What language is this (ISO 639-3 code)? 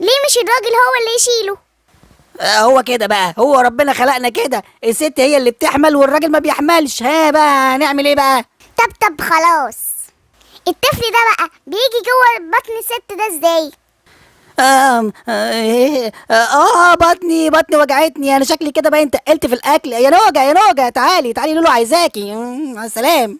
arz